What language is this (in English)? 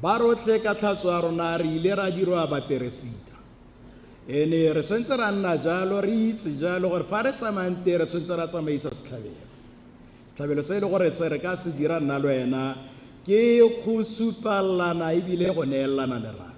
Tswana